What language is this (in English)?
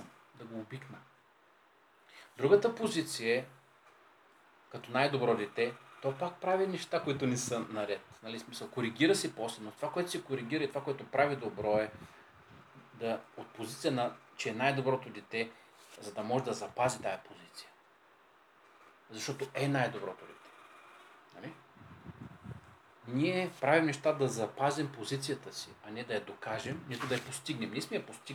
Bulgarian